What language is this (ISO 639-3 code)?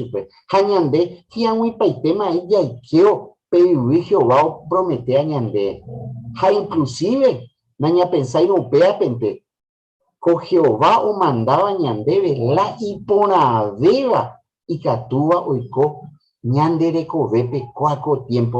grn